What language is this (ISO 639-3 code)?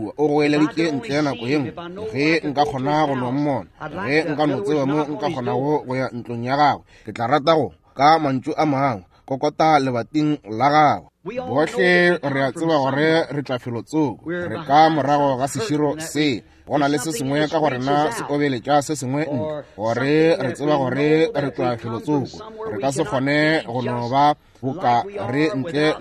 nso